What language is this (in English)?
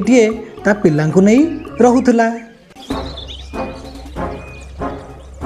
Odia